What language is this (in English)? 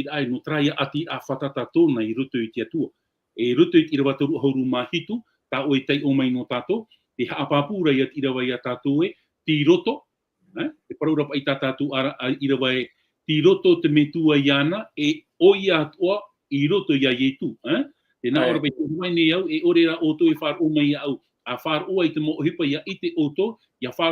Tahitian